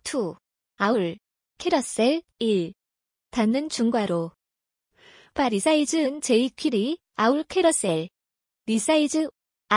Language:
Korean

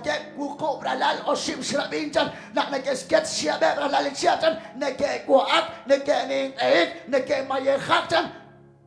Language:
Kekchí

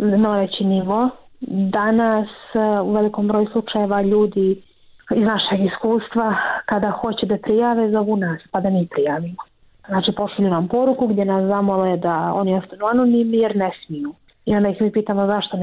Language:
Bosnian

